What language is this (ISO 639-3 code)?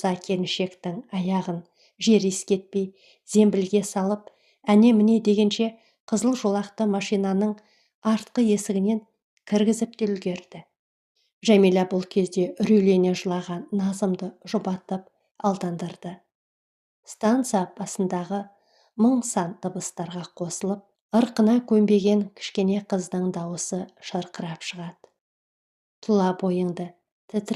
kaz